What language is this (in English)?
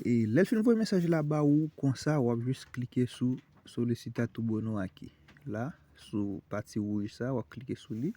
Haitian Creole